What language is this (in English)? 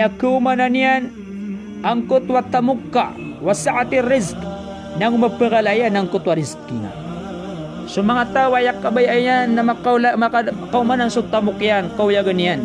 Maranao